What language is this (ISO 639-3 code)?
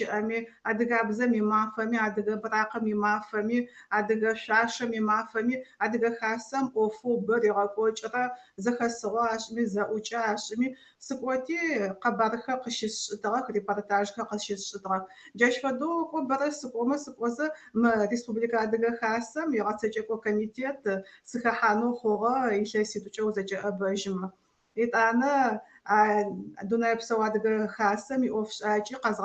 ady